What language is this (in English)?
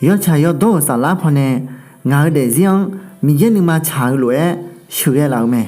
Akha